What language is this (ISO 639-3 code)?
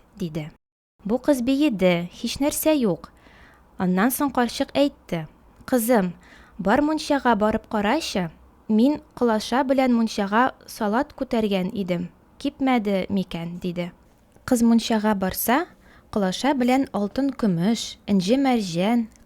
tat